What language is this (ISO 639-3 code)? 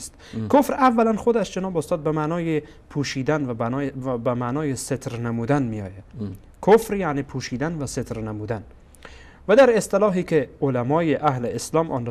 fas